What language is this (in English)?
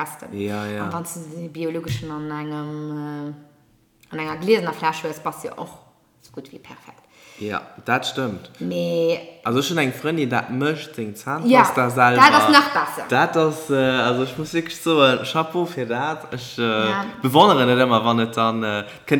Luxembourgish